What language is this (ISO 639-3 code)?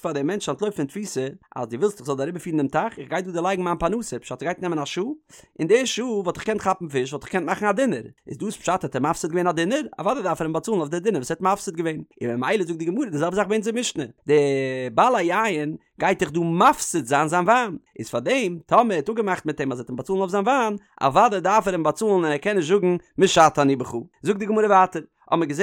yid